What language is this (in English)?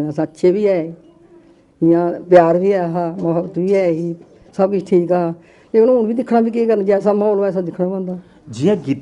Dogri